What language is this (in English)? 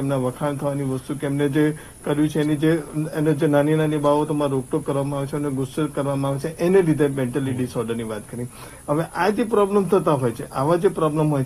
Gujarati